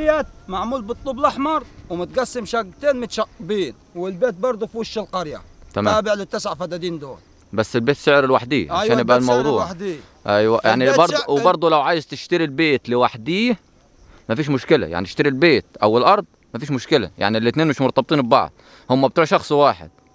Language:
Egyptian Arabic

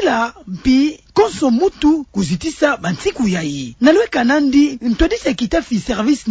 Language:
Kituba (Democratic Republic of Congo)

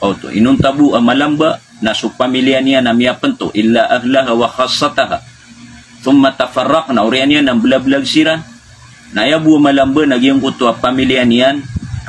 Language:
Maranao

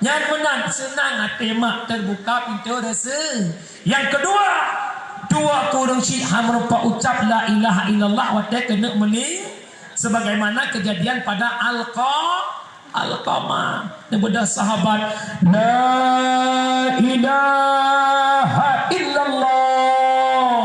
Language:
Achinese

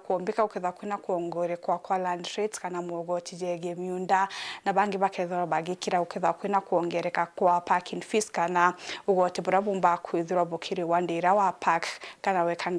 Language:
Meru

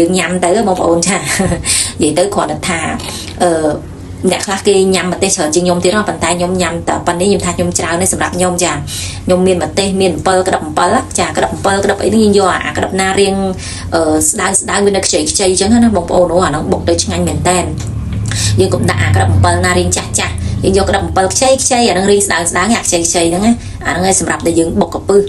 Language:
Khmer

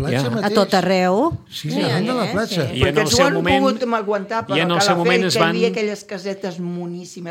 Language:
Catalan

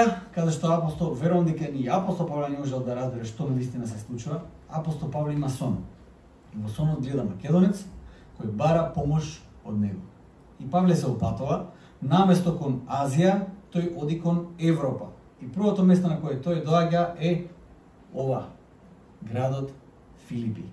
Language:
Macedonian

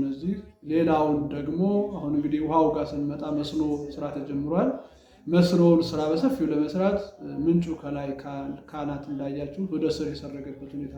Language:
Amharic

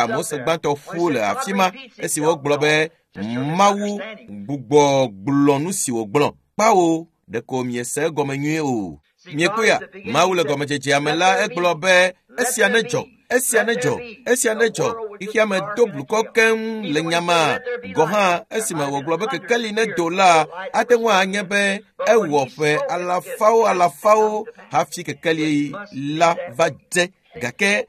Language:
Ewe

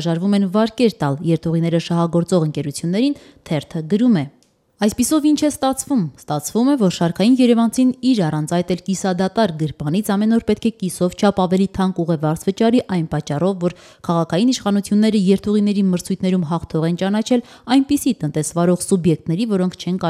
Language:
Armenian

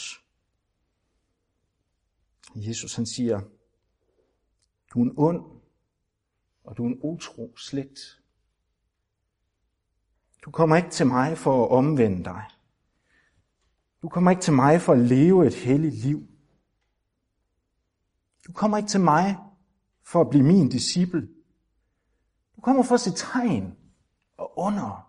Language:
Danish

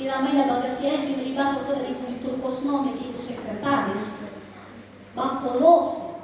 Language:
Nias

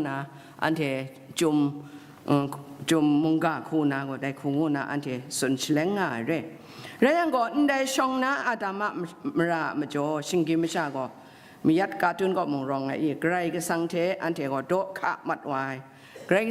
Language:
Kachin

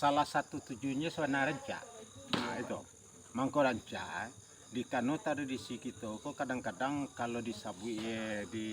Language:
Minangkabau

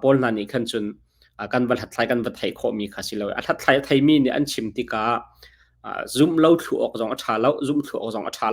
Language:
Hakha Chin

